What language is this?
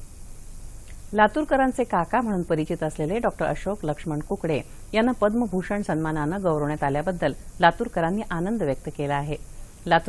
Marathi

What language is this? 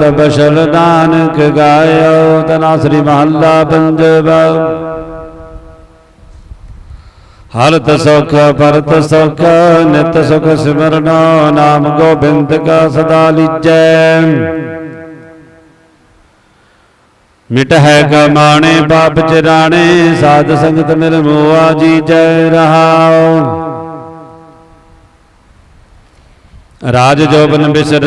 Punjabi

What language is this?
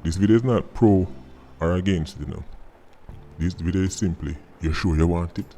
Jamaican Creole English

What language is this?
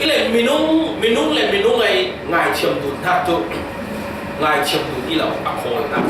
Falam Chin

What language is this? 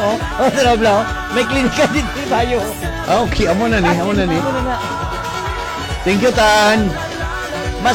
Hiligaynon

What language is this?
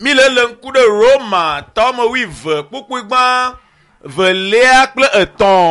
Ewe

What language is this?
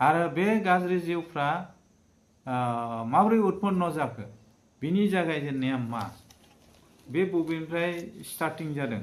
Bodo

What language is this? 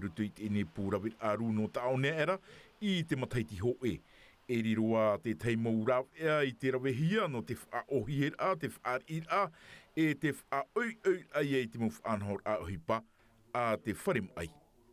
Tahitian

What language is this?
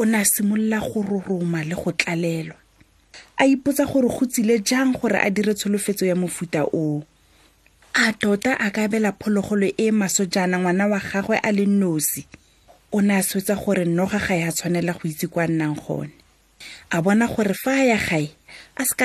Tswana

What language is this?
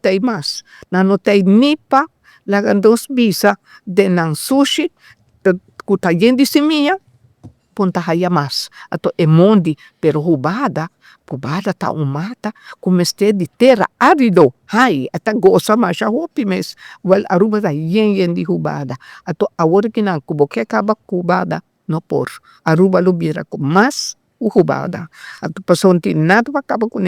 Papiamento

